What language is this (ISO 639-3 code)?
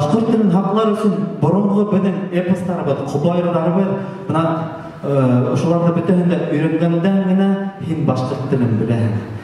bak